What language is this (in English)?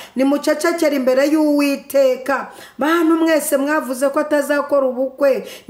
Kinyarwanda